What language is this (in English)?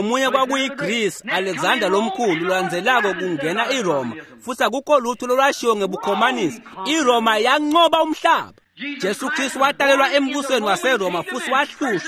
Swati